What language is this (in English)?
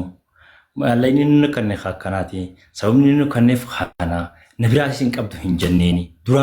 Oromo